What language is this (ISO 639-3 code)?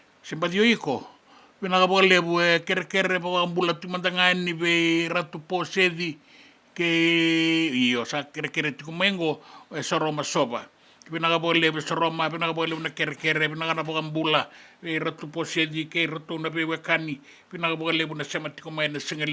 fij